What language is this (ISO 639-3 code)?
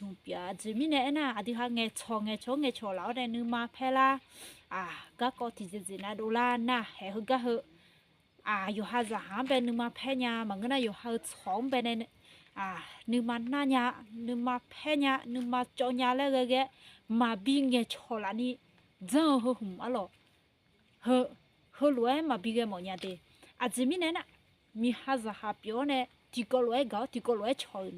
ahk